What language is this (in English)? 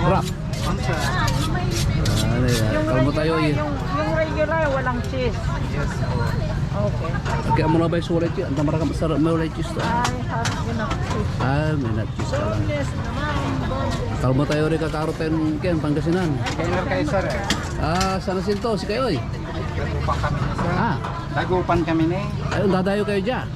Pangasinan